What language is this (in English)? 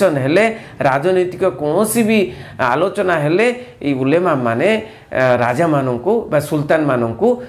Odia